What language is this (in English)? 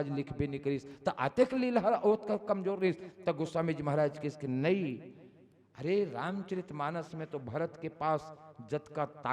Chhattisgarhi